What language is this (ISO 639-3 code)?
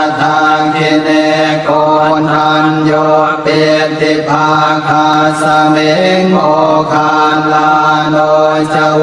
pli